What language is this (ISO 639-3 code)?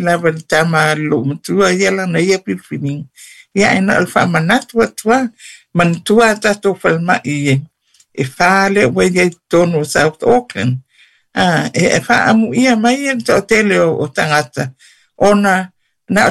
smo